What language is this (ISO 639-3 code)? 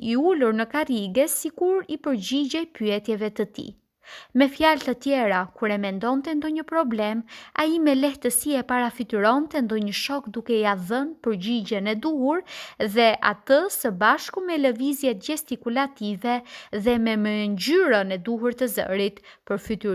sqi